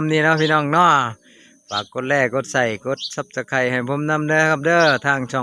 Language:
Northeastern Thai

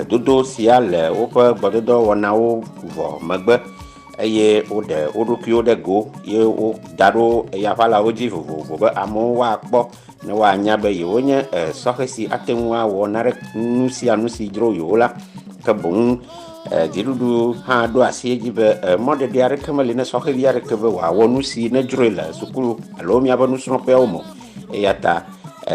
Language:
Ewe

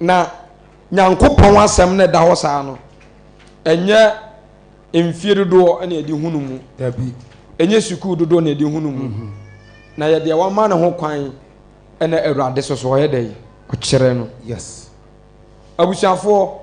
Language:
Akan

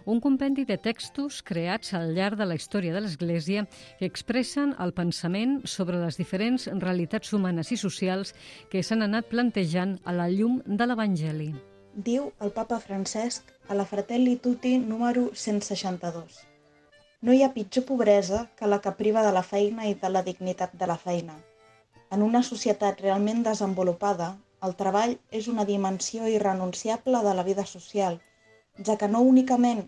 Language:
Catalan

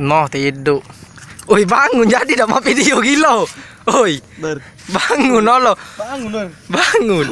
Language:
Musi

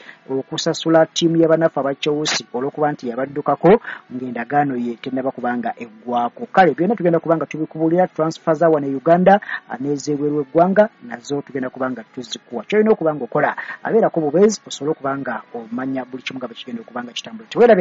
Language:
Ganda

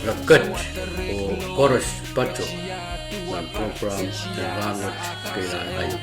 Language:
Pohnpeian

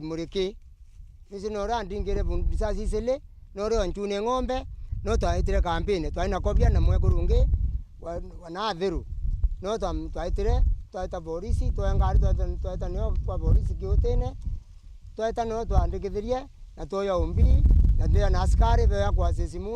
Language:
Meru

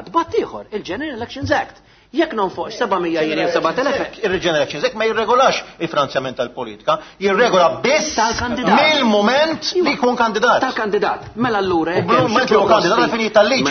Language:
Maltese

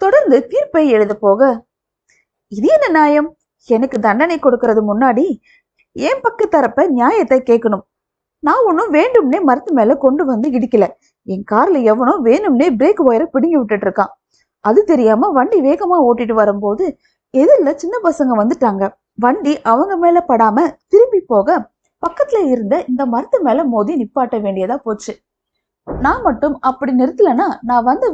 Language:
Tamil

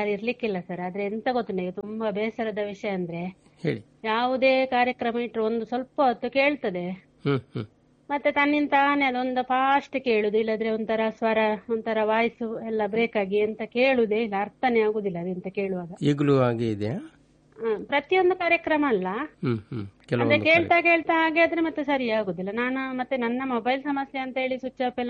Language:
Kannada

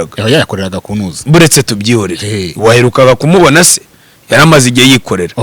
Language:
Kinyarwanda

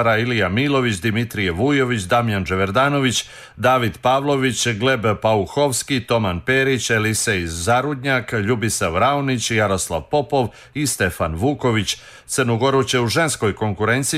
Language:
Serbian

